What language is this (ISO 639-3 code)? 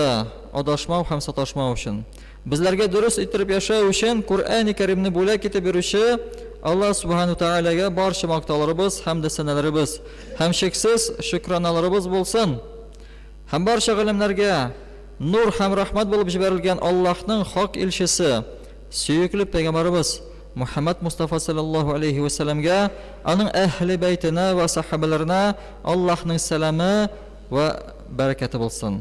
tat